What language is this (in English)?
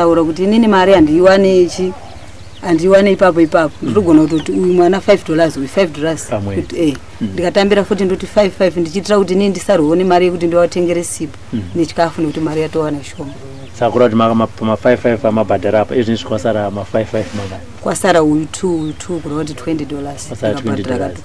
Shona